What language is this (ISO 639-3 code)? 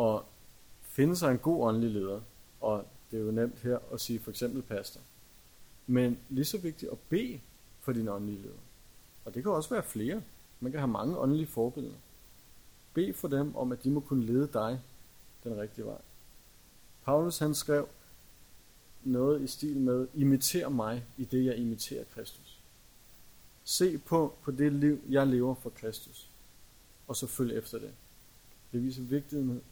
dan